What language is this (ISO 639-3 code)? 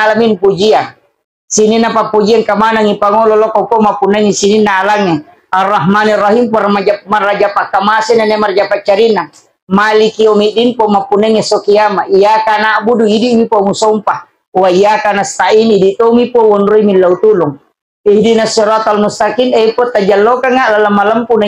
bug